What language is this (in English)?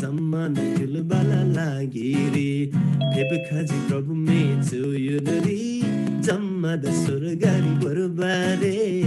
Eastern Tamang